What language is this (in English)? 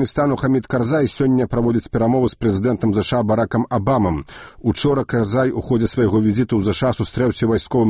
Belarusian